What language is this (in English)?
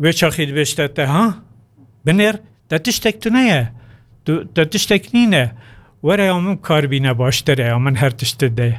Kurdish